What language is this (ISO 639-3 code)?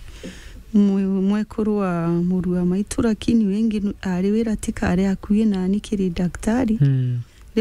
mer